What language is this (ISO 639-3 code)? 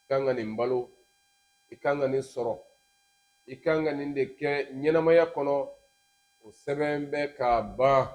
bam